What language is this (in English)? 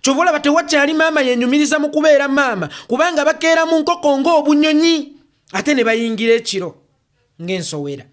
Ganda